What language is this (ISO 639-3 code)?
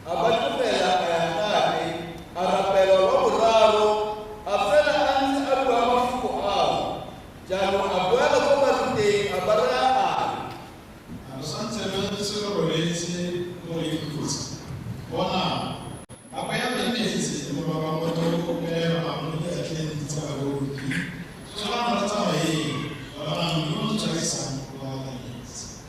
tsn